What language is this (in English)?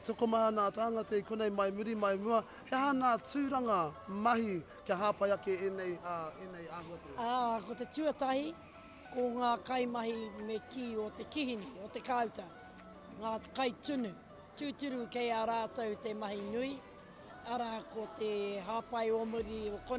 Māori